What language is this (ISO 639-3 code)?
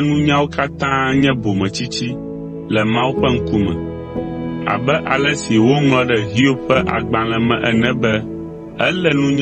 ewe